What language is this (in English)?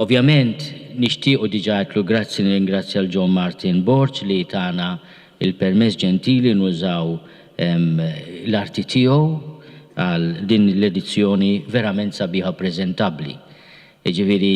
Maltese